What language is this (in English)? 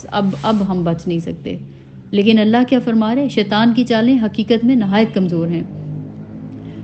Urdu